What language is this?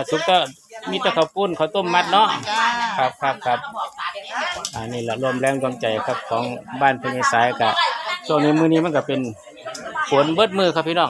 Northeastern Thai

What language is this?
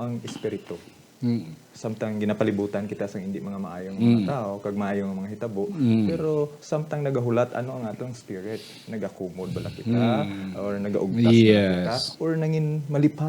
Hiligaynon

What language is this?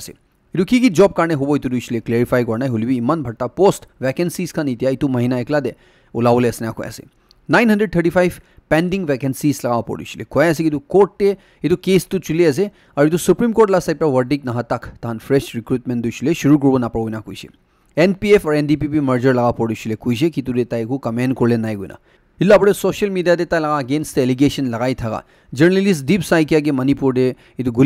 Naga Pidgin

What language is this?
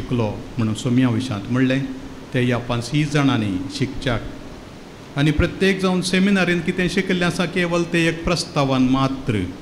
Konkani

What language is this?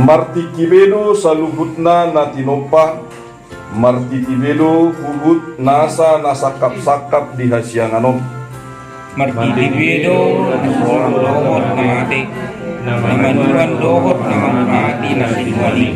Batak Toba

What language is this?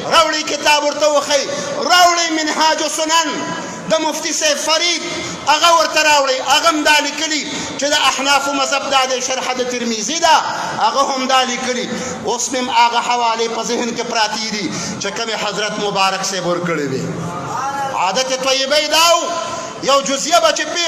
Pashto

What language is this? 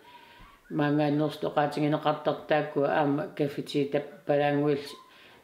Kalaallisut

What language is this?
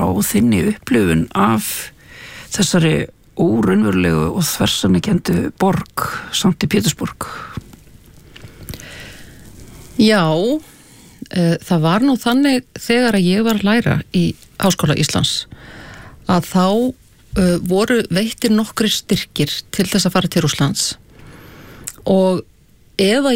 Icelandic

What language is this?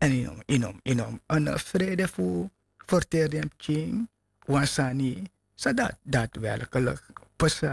Sranan Tongo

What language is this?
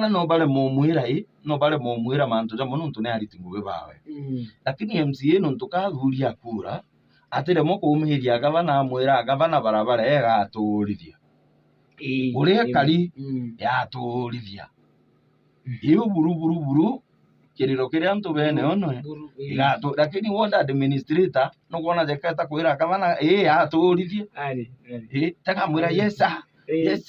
Meru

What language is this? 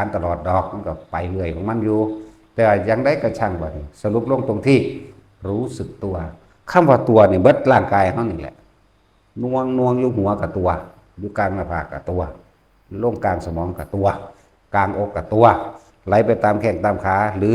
Northeastern Thai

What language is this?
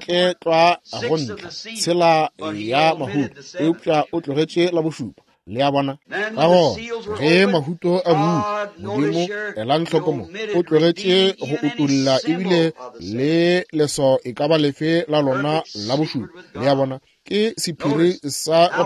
Northern Sotho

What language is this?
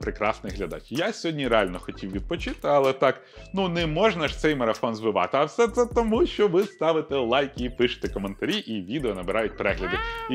Ukrainian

